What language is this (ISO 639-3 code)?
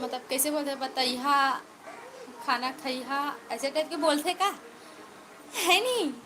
hne